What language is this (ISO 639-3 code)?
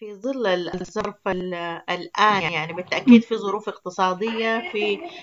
apd